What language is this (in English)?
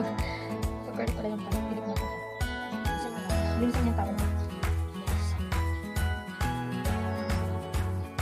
Filipino